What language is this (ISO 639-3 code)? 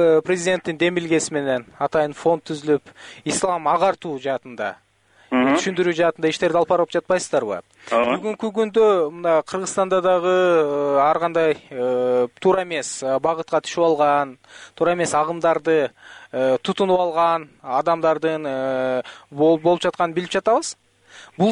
kir